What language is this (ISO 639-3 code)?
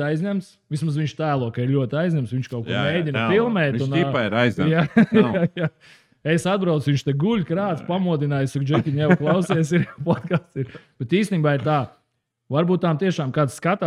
lav